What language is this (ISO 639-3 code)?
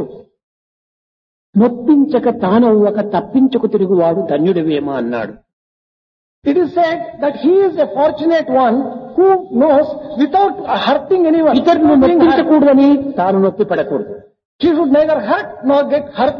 tel